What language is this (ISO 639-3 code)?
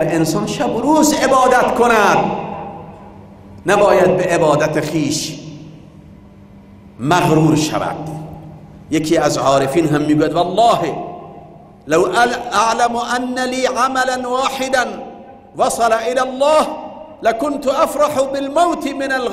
fas